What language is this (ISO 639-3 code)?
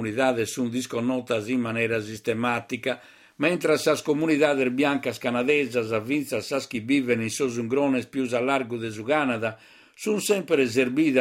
srd